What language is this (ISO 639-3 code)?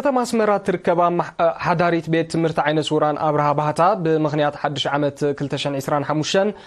tir